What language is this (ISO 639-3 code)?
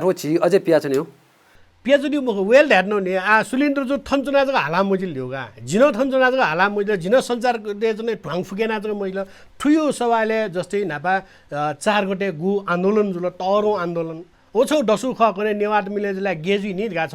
new